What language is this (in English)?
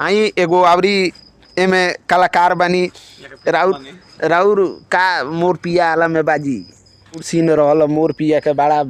Bhojpuri